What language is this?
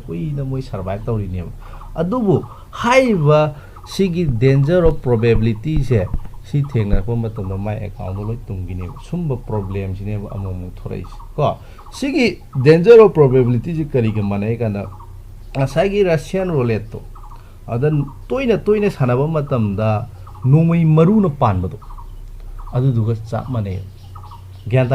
Manipuri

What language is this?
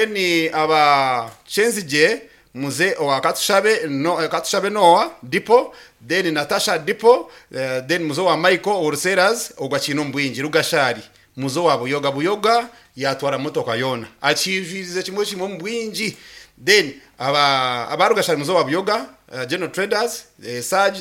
Nyankole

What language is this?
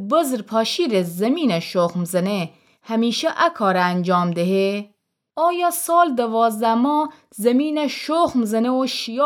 Gilaki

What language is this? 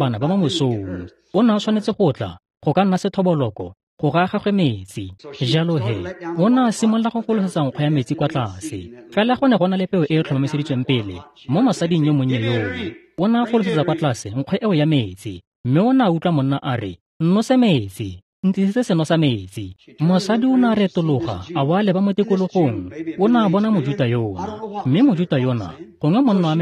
Tswana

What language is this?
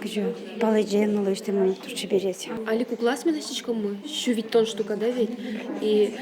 Udmurt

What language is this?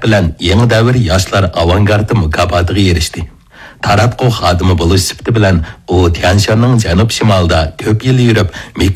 Uyghur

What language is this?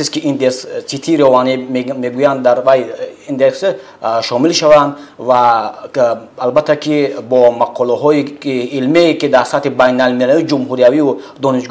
Tajik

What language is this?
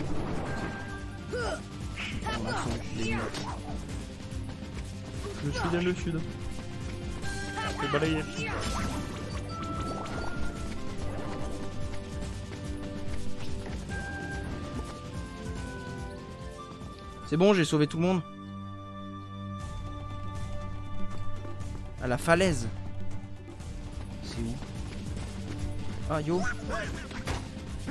French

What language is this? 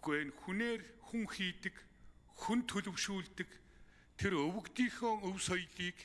Mongolian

